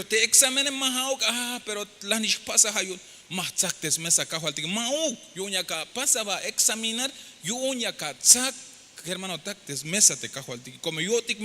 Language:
Tzeltal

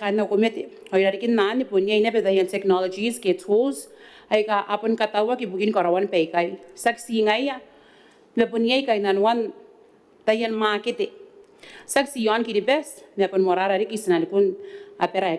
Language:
Gilbertese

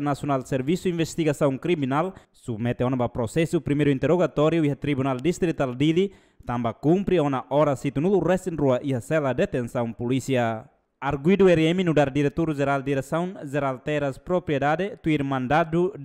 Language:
Tetum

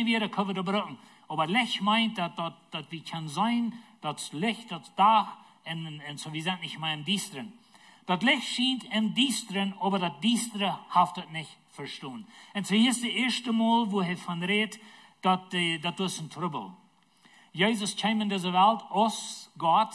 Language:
Plautdietsch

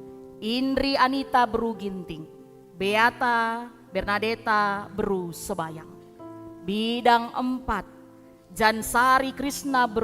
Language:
Batak Karo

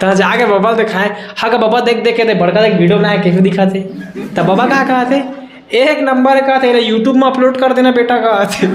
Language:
Chhattisgarhi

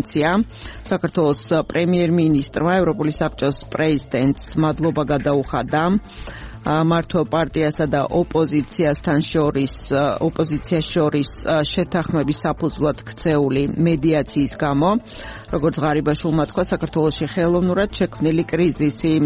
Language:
Georgian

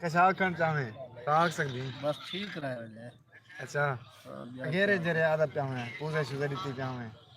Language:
Saraiki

